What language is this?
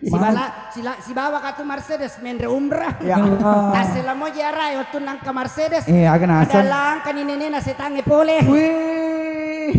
Buginese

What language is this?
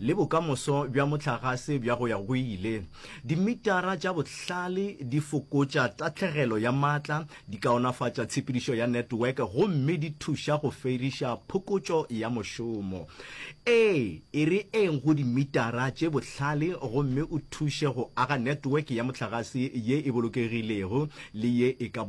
Northern Sotho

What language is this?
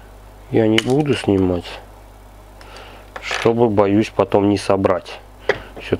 Russian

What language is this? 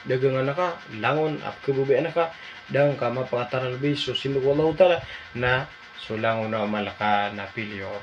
Maranao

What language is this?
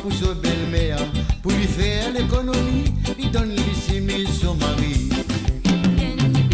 Morisyen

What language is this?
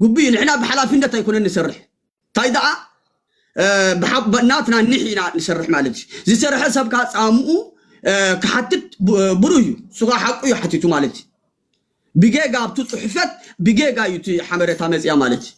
Tigrinya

